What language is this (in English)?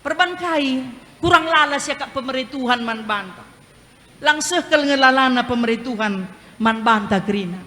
Batak Karo